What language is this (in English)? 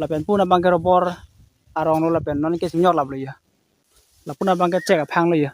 Karbi